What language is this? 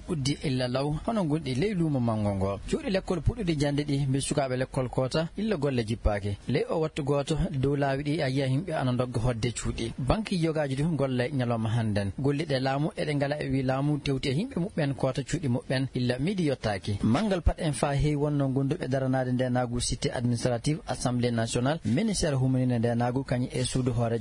Fula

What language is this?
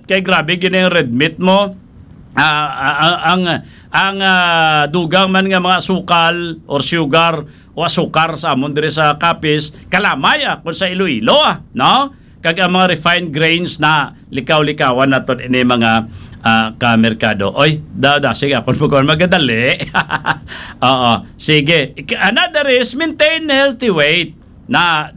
Hiligaynon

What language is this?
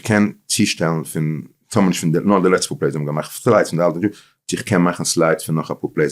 Yiddish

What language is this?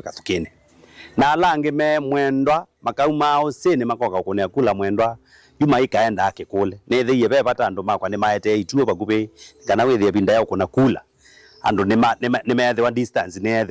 Kamba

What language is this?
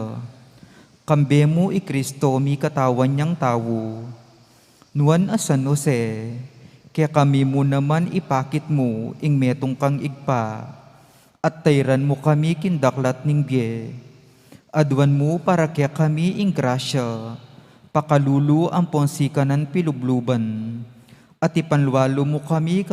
Pampanga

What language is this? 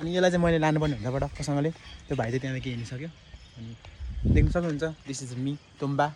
Nepali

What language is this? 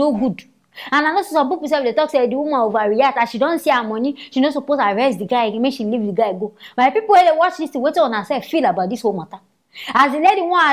Nigerian Pidgin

